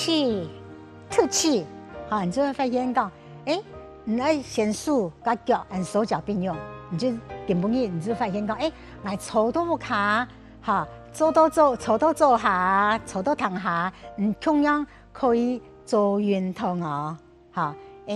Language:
Hakka Chinese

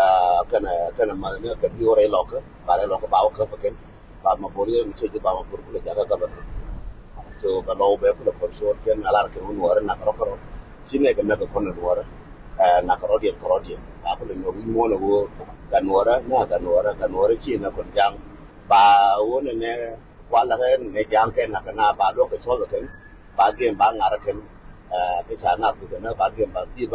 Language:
Nuer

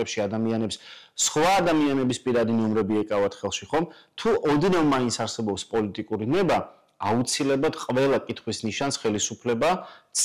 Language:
Georgian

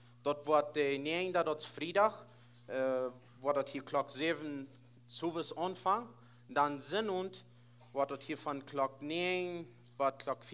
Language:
Plautdietsch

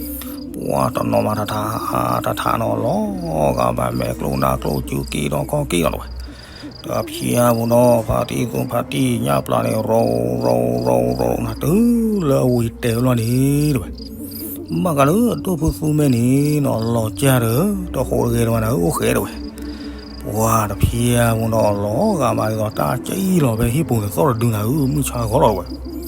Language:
S'gaw Karen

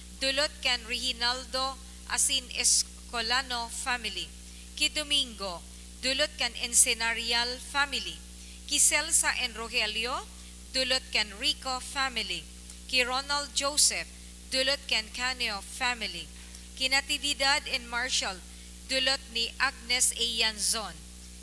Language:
Bikol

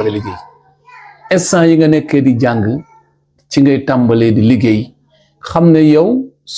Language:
Wolof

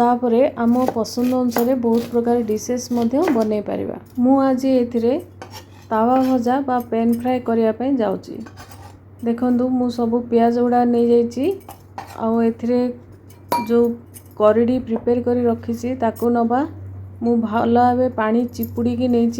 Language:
Odia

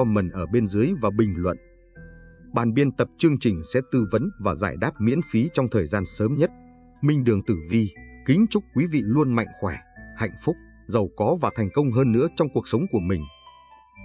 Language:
Vietnamese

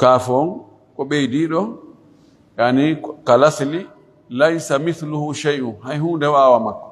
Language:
Fula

